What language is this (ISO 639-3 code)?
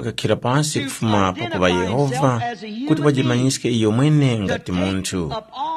tum